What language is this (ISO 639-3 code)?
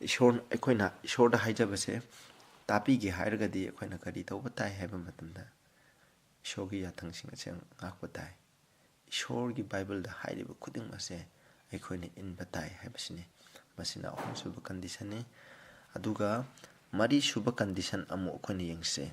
mni